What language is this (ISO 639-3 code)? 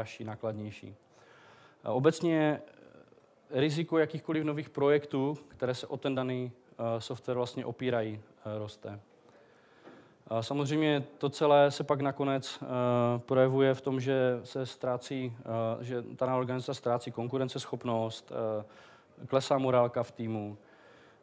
ces